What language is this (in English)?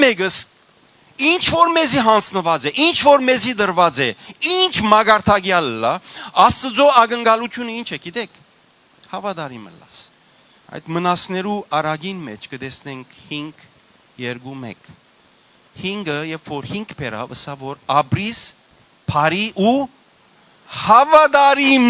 Western Armenian